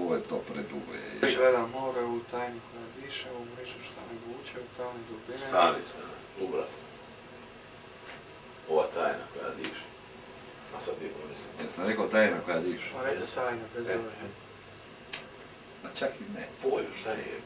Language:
Croatian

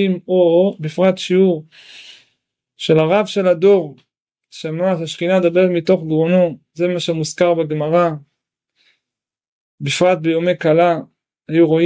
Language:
Hebrew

